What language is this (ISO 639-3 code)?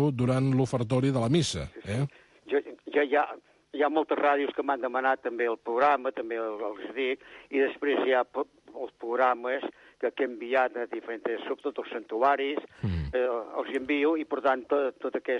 cat